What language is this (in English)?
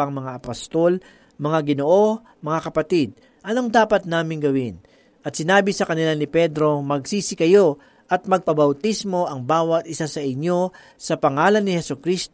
Filipino